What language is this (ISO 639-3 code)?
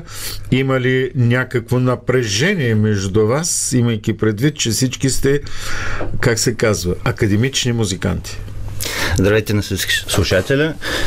bul